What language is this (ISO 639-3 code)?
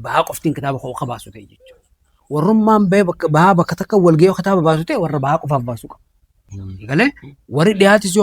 orm